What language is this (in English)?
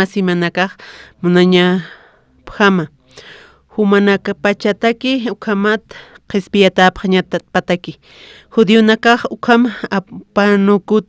Aymara